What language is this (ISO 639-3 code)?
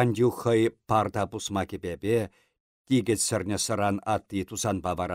chv